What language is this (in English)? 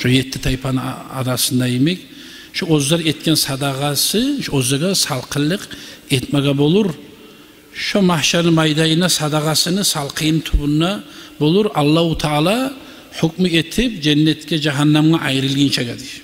Kumyk